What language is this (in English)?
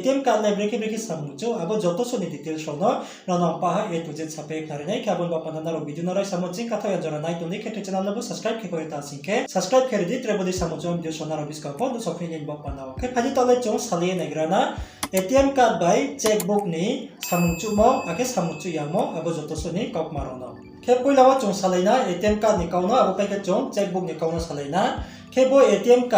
Riang (India)